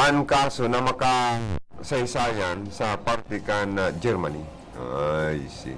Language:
Bikol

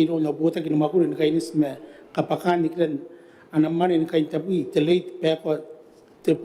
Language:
Gilbertese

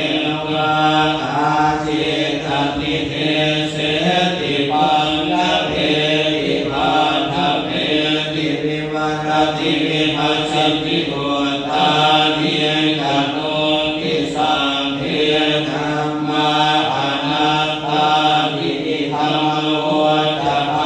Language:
Pali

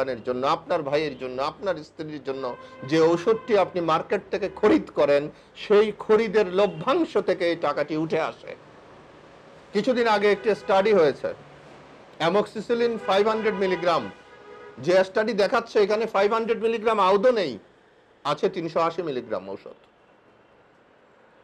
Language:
Bangla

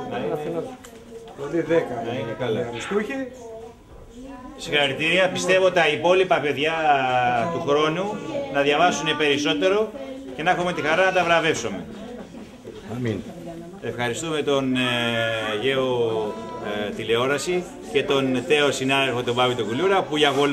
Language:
Greek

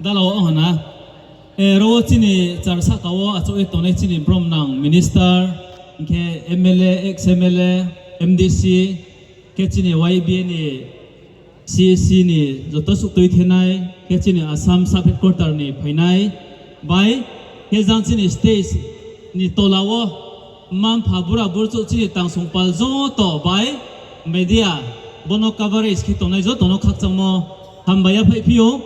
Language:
Riang (India)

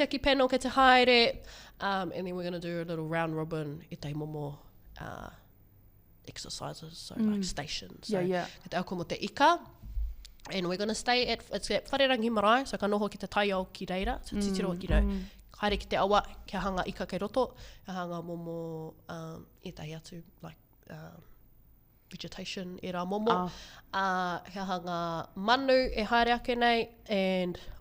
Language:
Māori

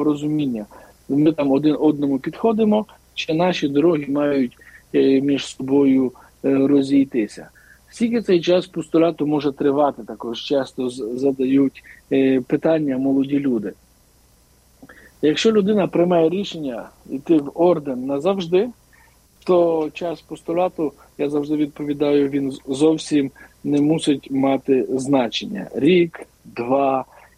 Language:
Ukrainian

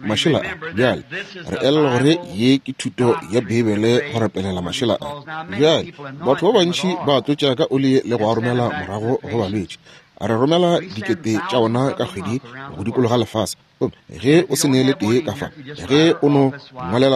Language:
Northern Sotho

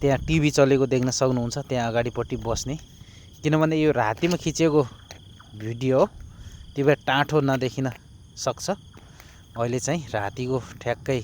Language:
Nepali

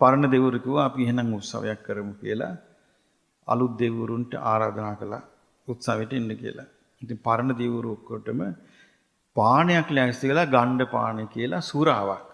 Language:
Sinhala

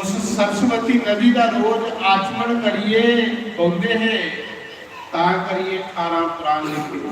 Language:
Dogri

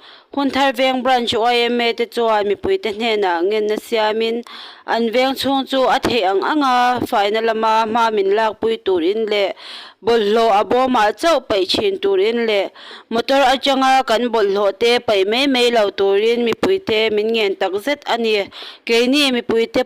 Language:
Mizo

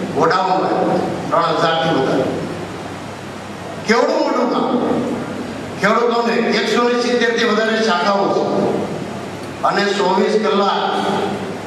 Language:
Gujarati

